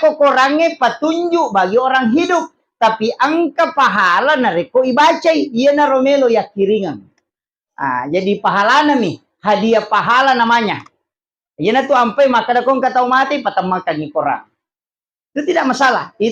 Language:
Buginese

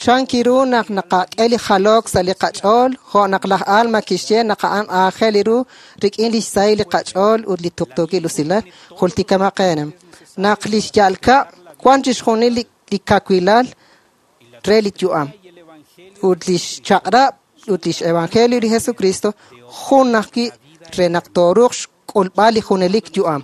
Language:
Kekchí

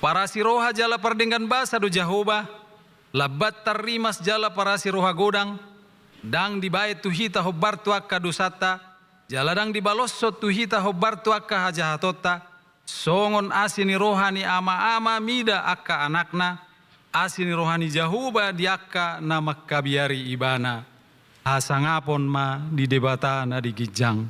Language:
Batak Toba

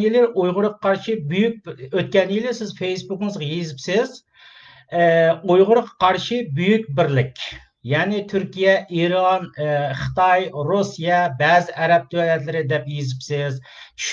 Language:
Uyghur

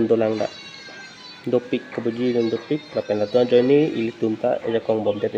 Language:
Karbi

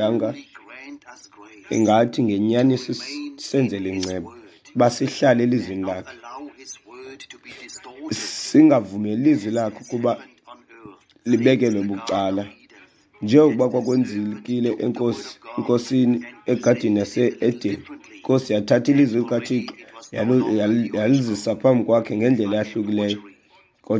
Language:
Xhosa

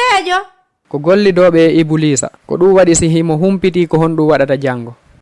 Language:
Fula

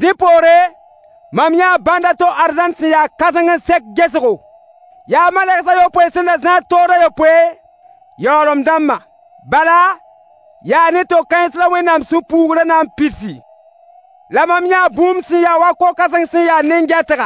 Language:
Mossi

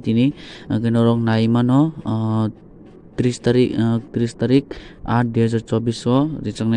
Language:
Kok Borok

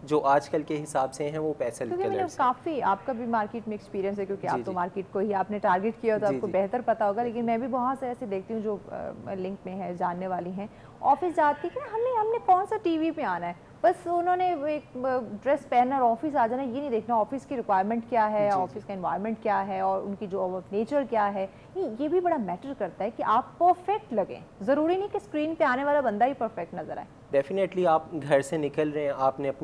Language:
Urdu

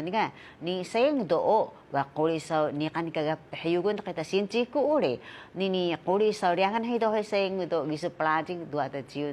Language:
Taroko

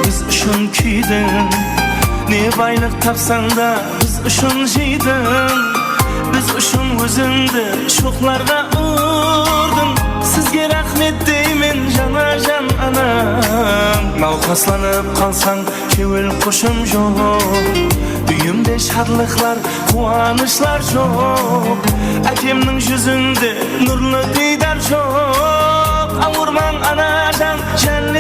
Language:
Kara-Kalpak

